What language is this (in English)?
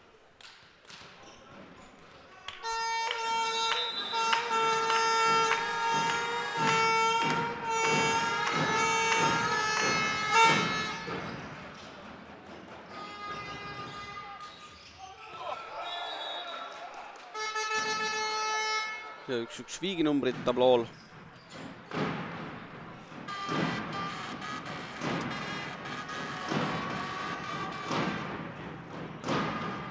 Estonian